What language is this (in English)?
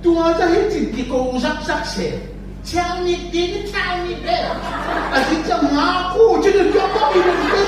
Tedim Chin